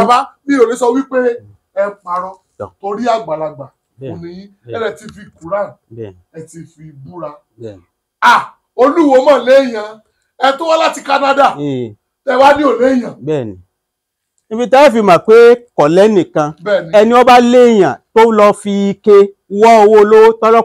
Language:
Yoruba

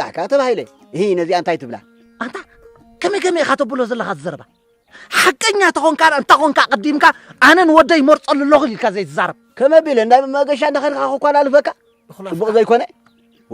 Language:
Tigrinya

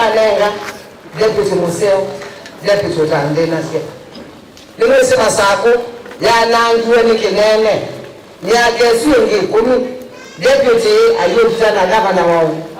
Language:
Kamba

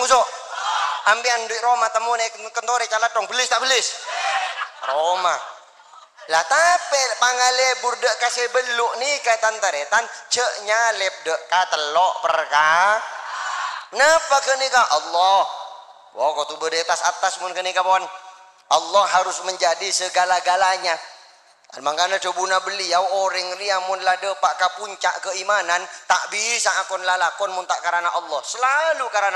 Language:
Madurese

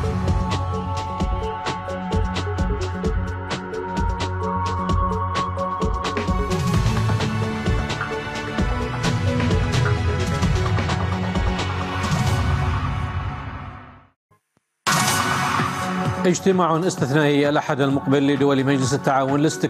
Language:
Arabic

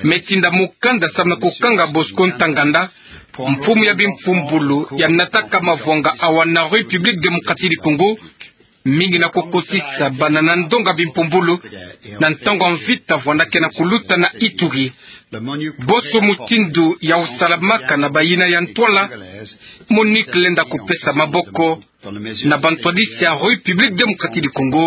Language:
Kituba (Democratic Republic of Congo)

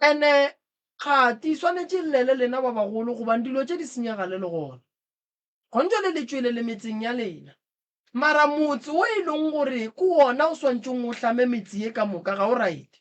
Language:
Northern Sotho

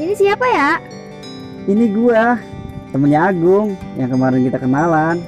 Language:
Betawi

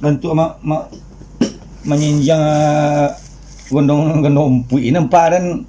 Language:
Minangkabau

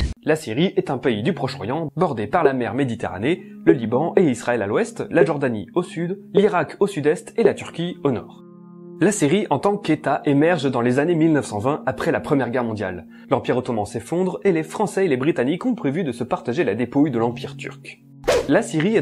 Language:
French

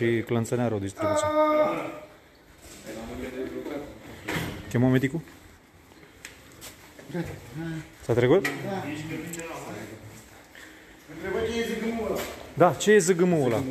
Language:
Romanian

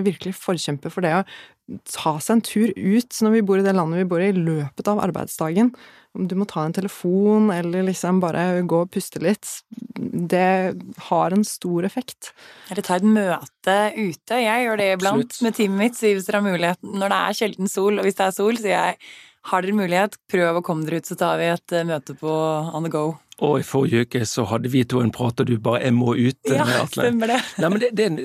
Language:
Norwegian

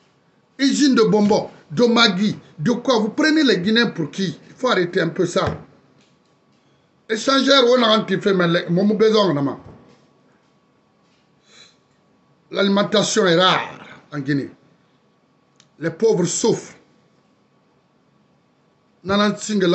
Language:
French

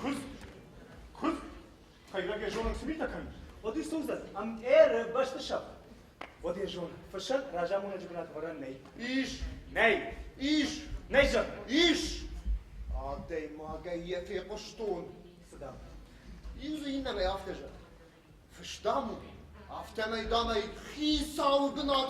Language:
Ossetic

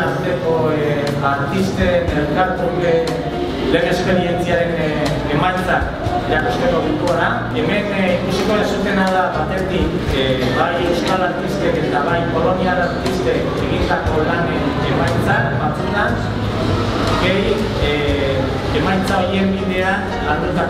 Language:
Basque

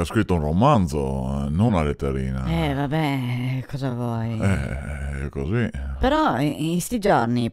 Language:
Venetian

